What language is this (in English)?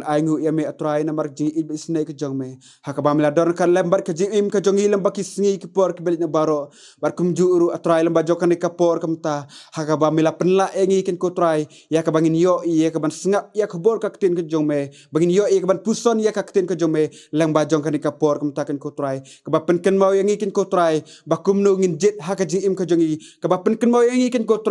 Khasi